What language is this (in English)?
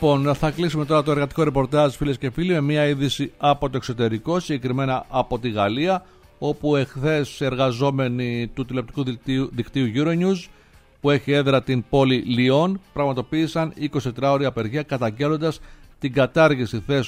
Greek